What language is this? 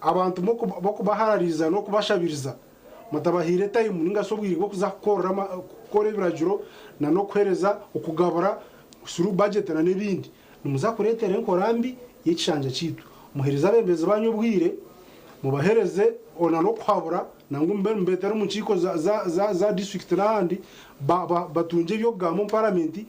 Nyankole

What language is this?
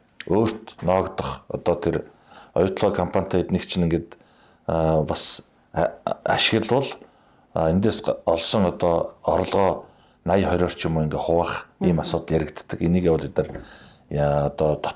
Mongolian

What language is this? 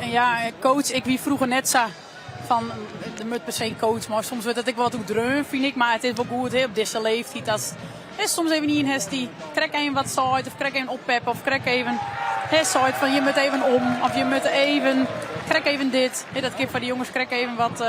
Western Frisian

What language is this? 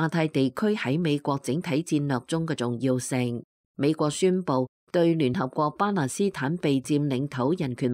Cantonese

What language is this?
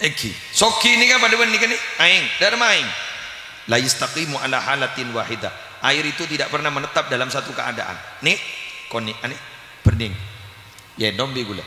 Madurese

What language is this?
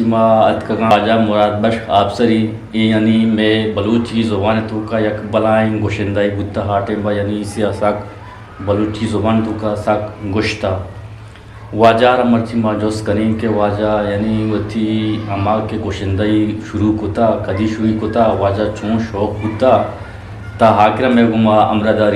Eastern Balochi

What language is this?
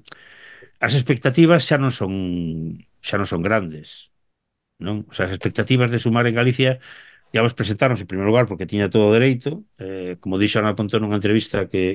Galician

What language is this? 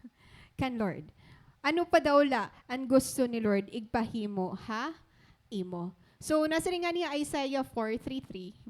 Waray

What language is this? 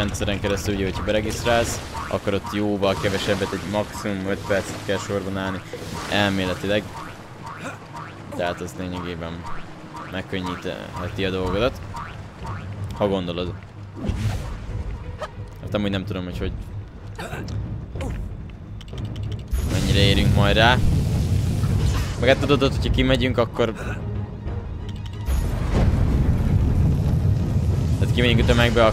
Hungarian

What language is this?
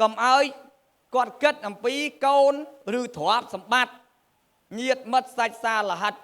Khmer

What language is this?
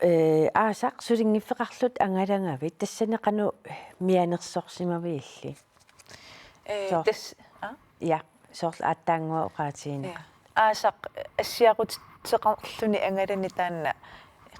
Kalaallisut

